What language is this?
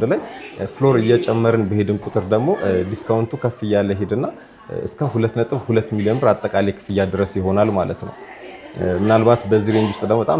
Amharic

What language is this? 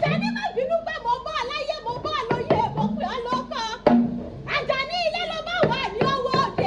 Yoruba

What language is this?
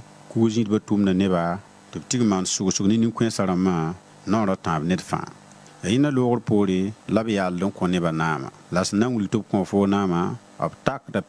Mossi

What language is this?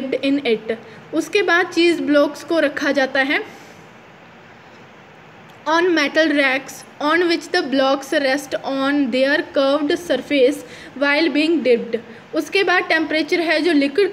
Hindi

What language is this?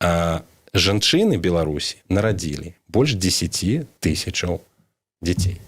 Belarusian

